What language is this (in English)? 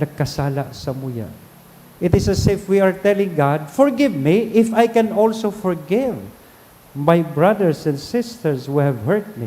Bikol